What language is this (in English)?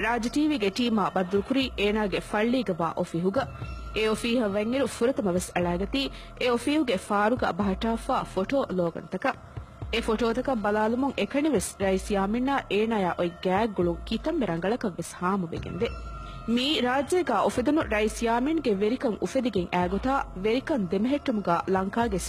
Divehi